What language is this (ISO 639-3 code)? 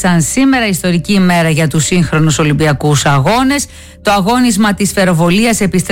ell